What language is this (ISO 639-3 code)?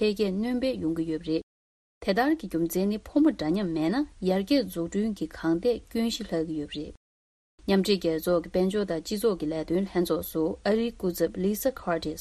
bod